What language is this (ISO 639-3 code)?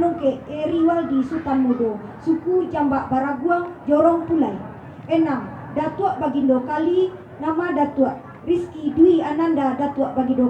min